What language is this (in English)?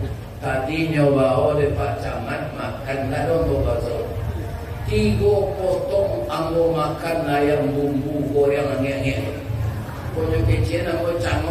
Minangkabau